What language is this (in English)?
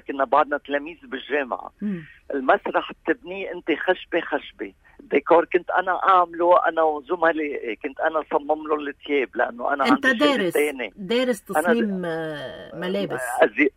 North Levantine Arabic